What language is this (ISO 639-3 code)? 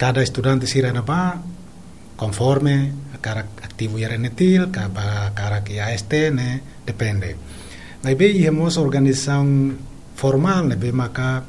tet